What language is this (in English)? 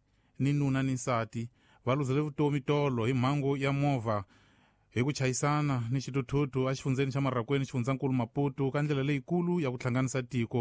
Tsonga